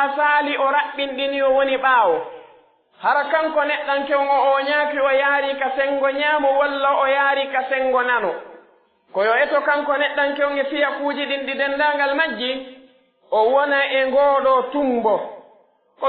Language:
Pular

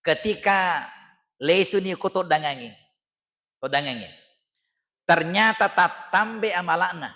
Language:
Buginese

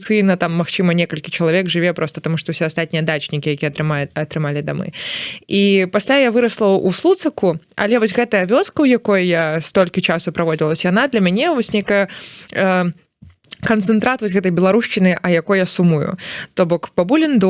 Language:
Belarusian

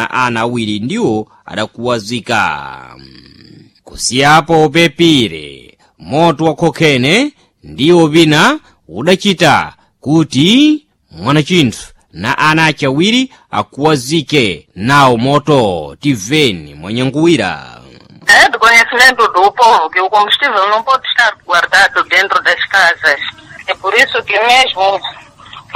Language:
Sena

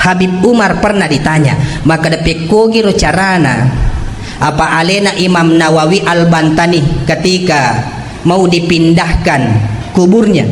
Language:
Buginese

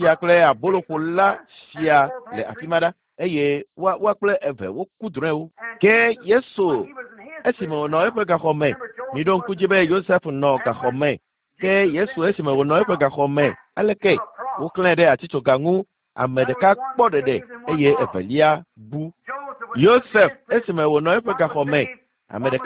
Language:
Ewe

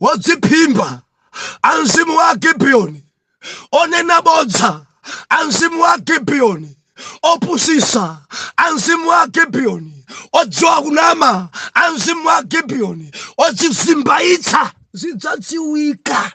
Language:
Nyanja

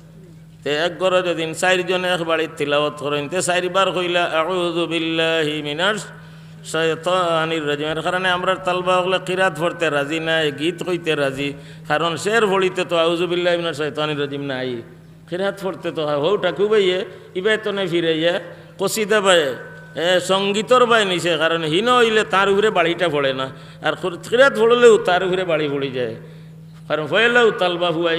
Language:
Sylheti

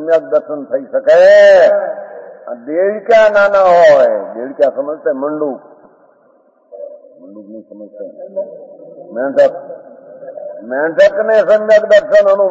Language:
Gujarati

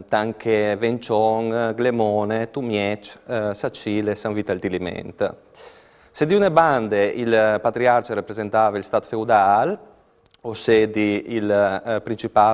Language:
Friulian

